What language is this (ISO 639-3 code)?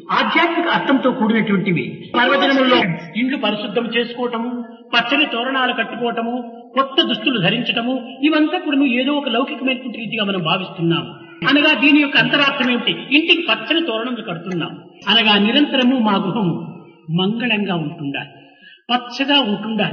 tel